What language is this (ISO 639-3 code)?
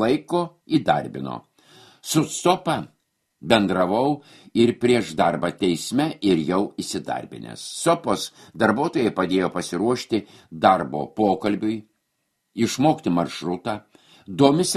lit